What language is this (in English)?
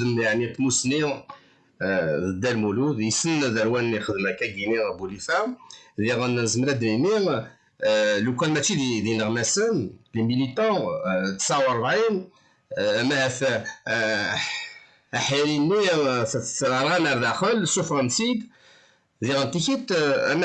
Kabyle